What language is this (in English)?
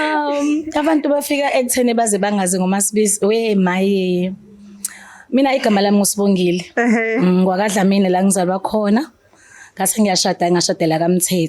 Zulu